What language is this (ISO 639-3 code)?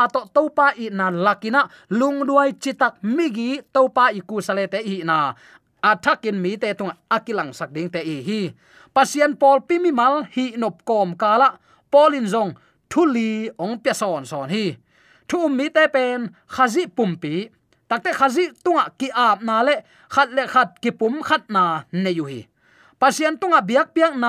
ctd